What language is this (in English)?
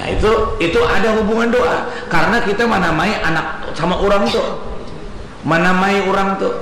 Banjar